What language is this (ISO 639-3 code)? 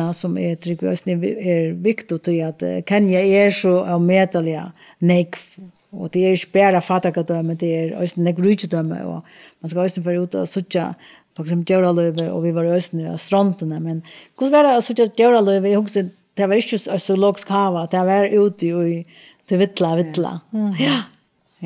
fao